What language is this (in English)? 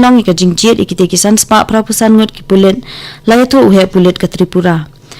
Khasi